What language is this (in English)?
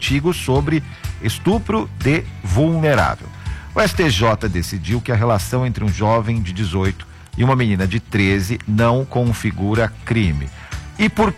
Portuguese